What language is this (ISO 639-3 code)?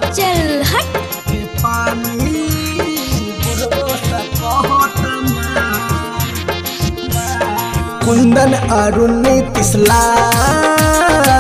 bho